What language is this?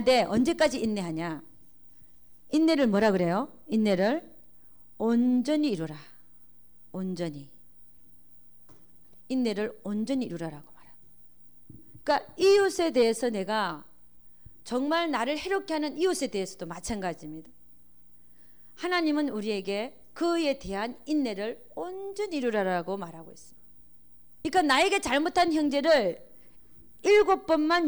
Korean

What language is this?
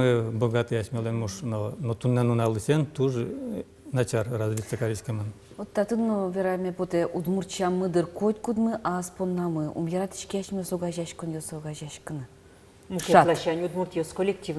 Udmurt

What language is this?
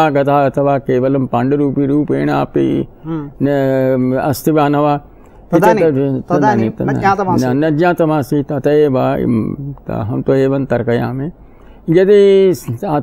Sanskrit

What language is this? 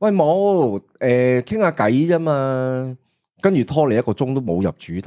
Cantonese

